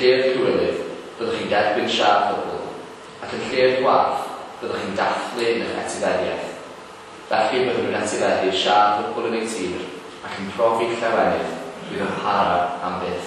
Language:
Welsh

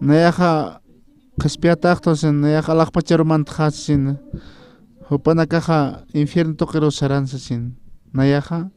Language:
Aymara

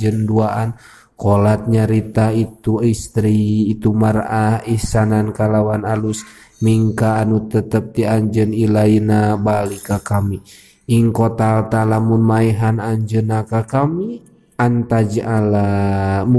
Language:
Sundanese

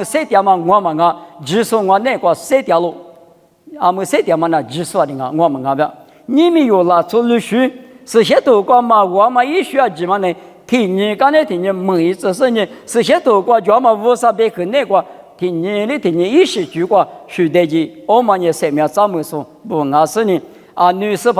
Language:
Lisu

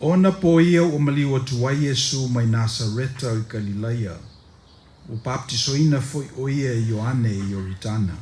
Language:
Samoan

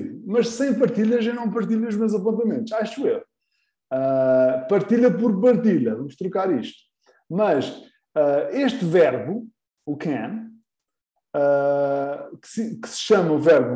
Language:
Portuguese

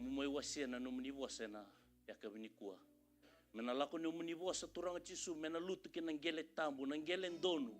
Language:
Fijian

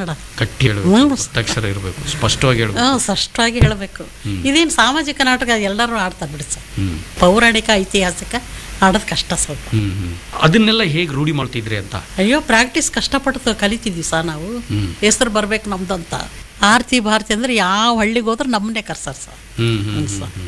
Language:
Kannada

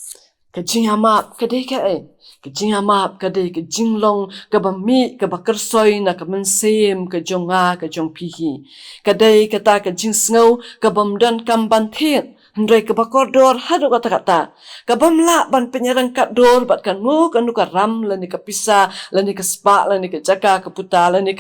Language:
Khasi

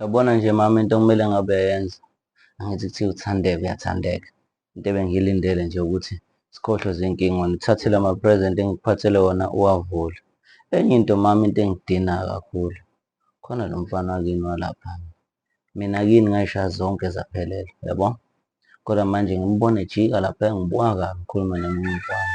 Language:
Zulu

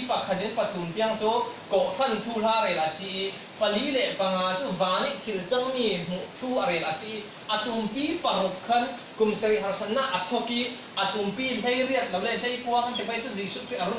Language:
Falam Chin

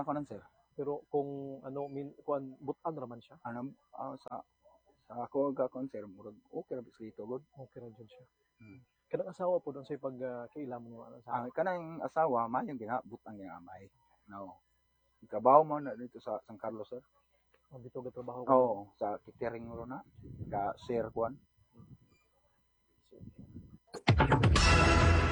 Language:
Cebuano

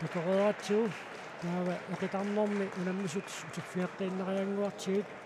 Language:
Kalaallisut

